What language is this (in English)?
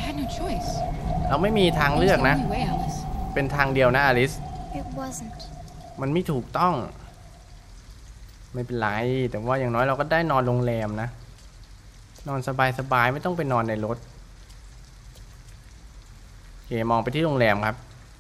Thai